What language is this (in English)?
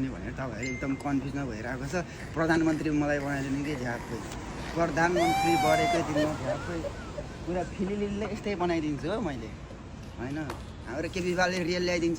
Nepali